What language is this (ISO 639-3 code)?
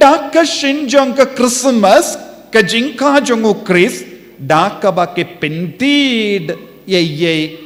kha